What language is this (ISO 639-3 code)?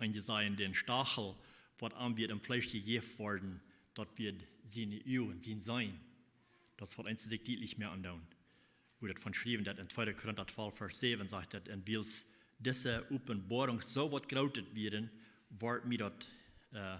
pdt